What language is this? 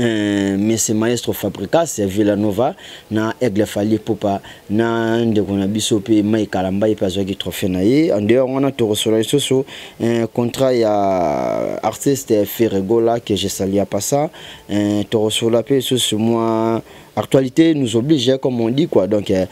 Lingala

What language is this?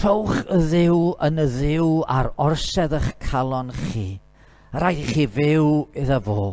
Welsh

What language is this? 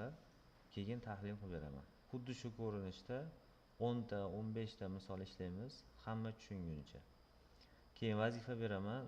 Uzbek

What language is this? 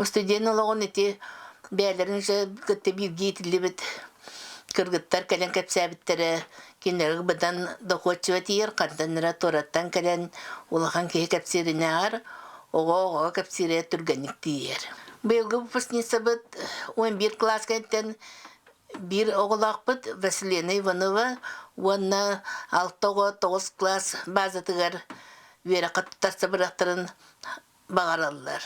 Yakut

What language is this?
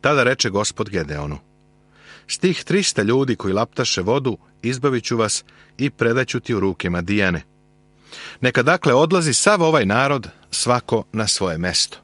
Serbian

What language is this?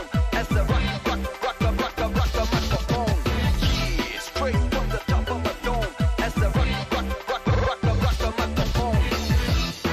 English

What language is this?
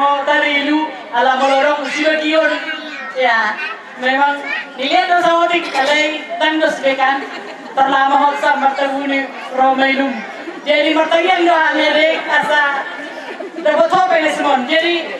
Batak Toba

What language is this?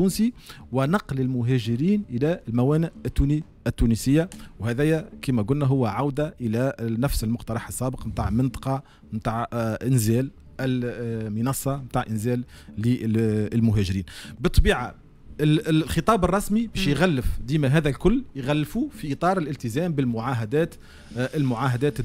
Tunisian Arabic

